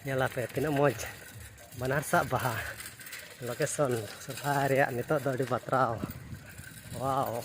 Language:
Santali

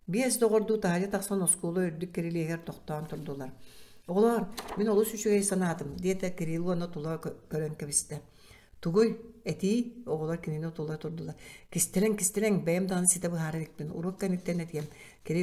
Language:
Yakut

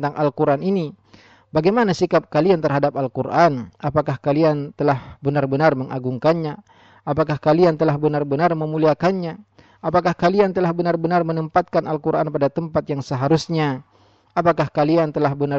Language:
Indonesian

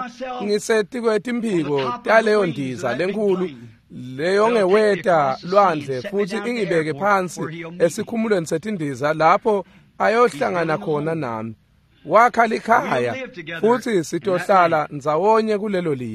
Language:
Swati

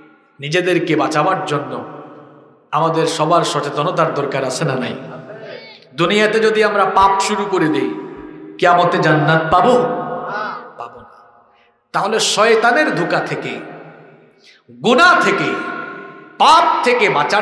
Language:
Bangla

